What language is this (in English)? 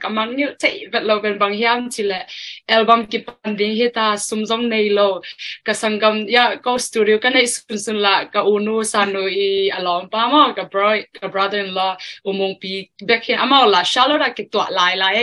Tedim Chin